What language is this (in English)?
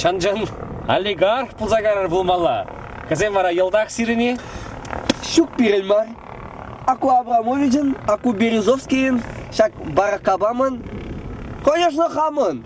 Chuvash